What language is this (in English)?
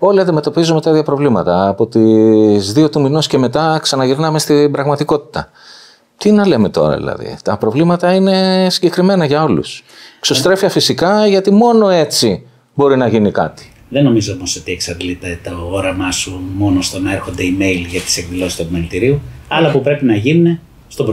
Greek